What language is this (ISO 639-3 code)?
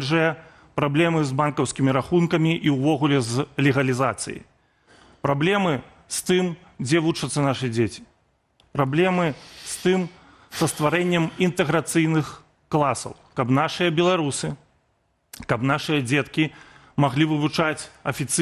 bel